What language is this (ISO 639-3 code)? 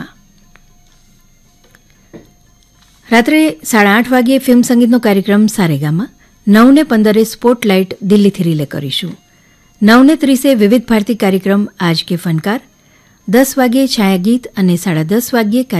guj